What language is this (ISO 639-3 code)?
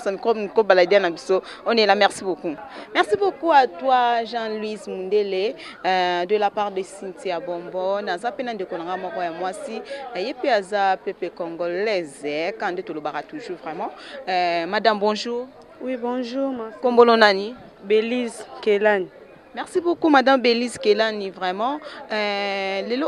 lin